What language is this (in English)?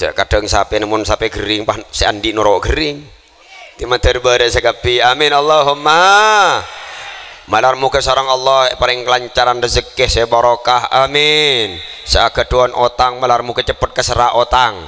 Madurese